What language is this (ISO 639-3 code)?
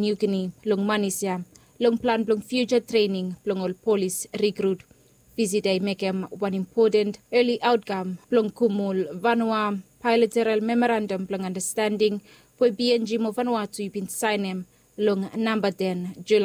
bis